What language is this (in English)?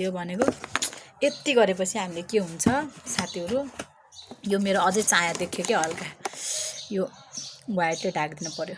Nepali